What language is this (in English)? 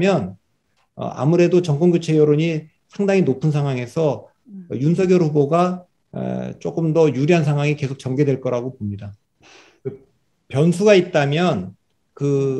Korean